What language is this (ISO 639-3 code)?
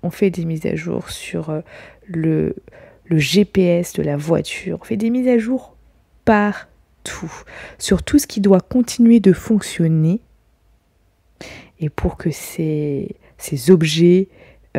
fra